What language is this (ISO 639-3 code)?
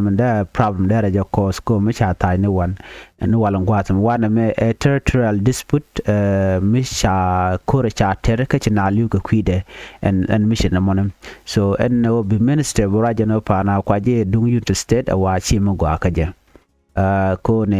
nus